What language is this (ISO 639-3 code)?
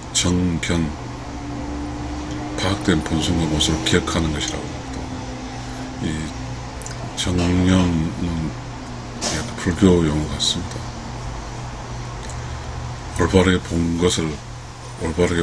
kor